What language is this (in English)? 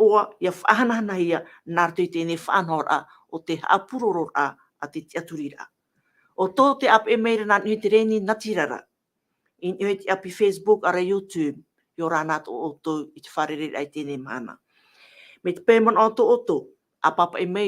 Tahitian